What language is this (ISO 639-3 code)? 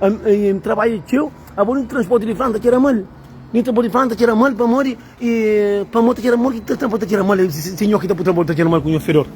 kea